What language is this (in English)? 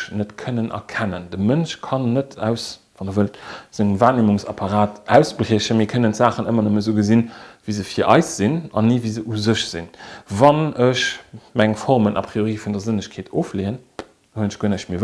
Luxembourgish